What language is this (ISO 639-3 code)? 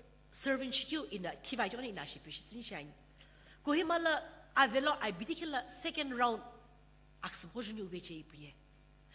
nsm